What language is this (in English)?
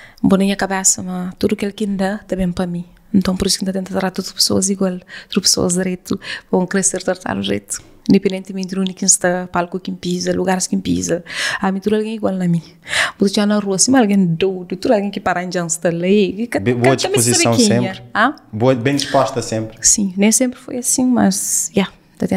Kabuverdianu